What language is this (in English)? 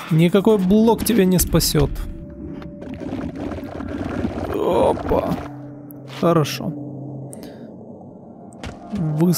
Russian